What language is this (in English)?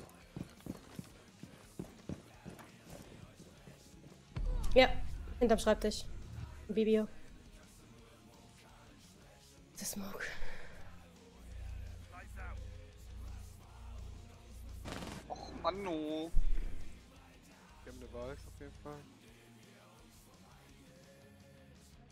German